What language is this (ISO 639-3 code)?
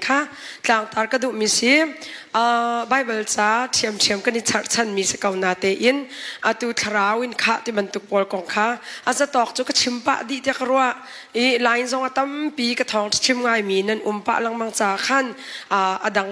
cnh